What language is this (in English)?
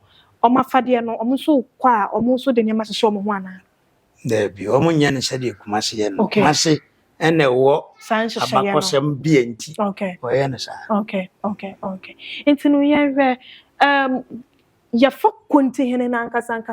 Akan